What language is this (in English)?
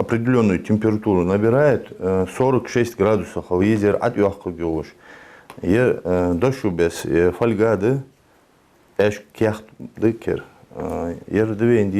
Ingush